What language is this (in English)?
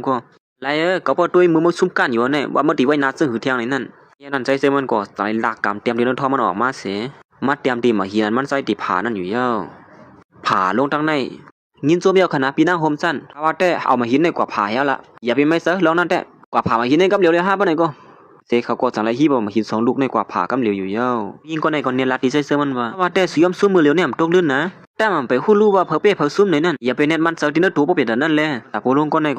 Shan